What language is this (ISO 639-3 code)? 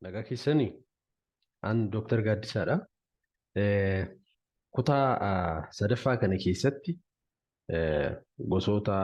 orm